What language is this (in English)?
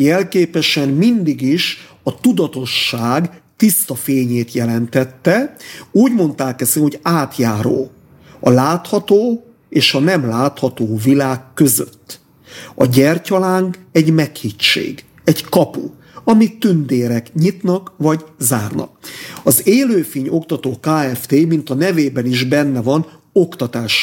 Hungarian